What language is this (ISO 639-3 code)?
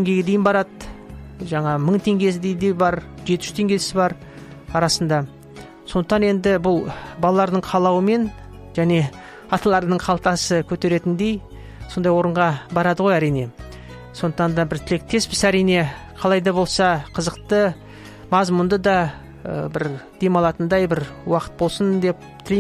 kaz